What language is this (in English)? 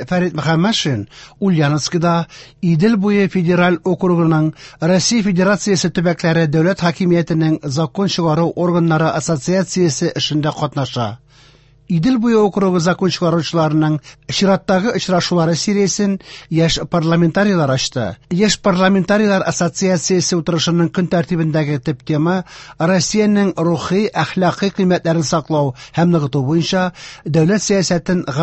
Tatar